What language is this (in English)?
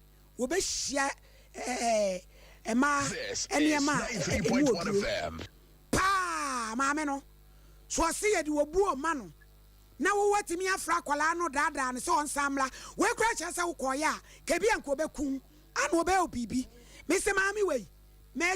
Akan